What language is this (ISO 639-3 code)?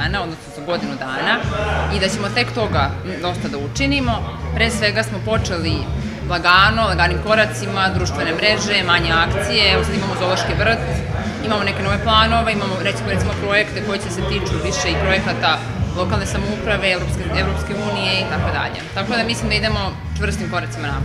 srp